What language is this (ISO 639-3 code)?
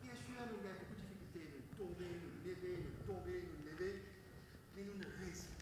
mfe